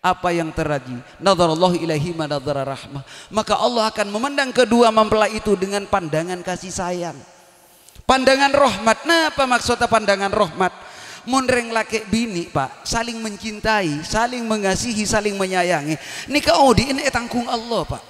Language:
Madurese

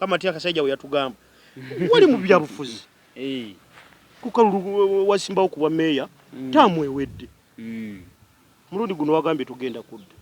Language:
Ganda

